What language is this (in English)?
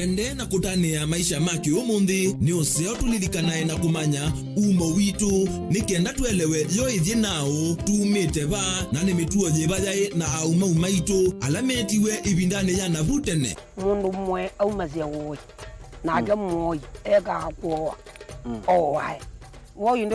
Kamba